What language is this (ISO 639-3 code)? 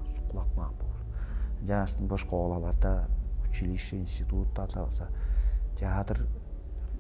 tyv